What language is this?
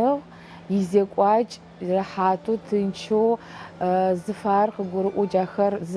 Adyghe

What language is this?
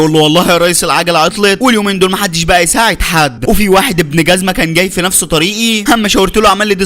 Egyptian Arabic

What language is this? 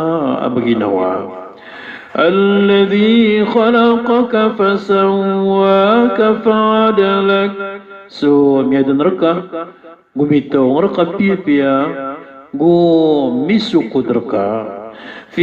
Maranao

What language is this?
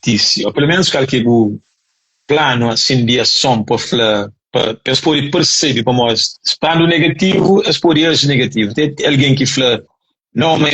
Kabuverdianu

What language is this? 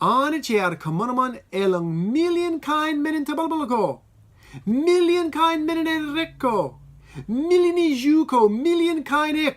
Marshallese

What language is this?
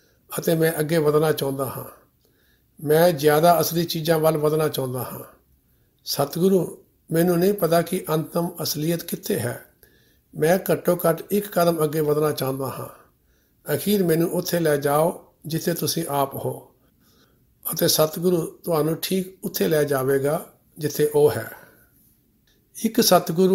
Punjabi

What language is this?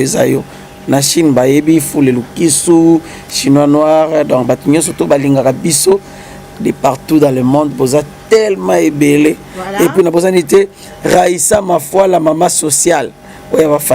Lingala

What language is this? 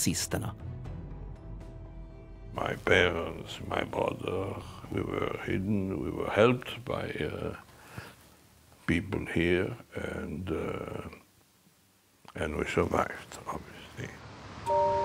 Swedish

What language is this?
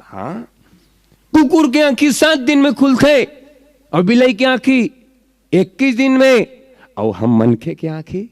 Chhattisgarhi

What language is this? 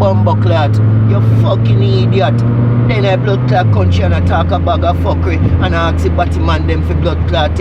Jamaican Creole English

